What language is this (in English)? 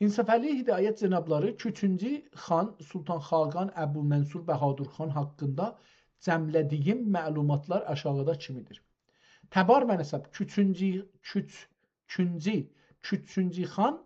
South Azerbaijani